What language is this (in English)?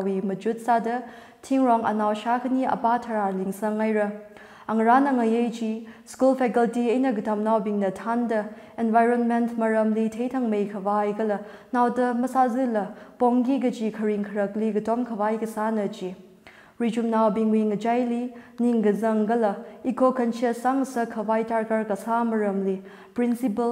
Tangkhul Naga (India)